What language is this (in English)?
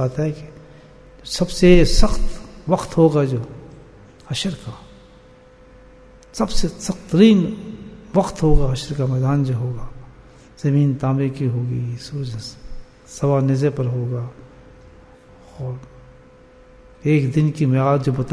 Urdu